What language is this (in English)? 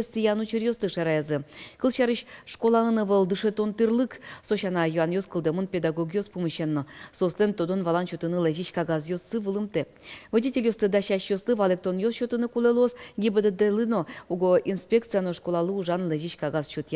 Udmurt